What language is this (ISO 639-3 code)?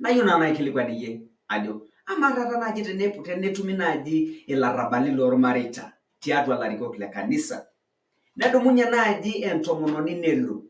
mas